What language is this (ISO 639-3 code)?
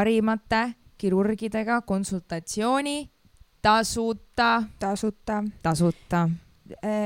est